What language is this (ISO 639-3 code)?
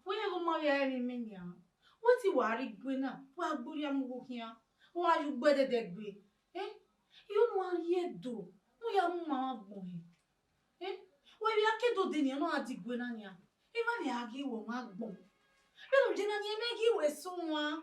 bin